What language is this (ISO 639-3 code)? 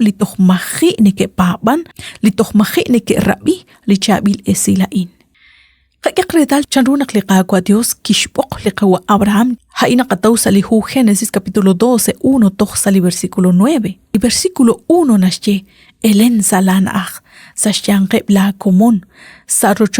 kek